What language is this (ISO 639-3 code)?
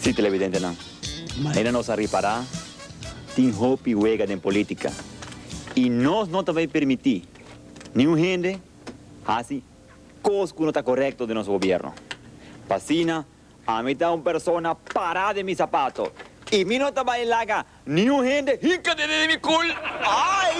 pap